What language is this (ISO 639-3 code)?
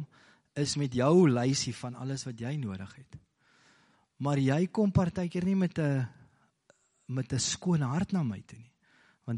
afr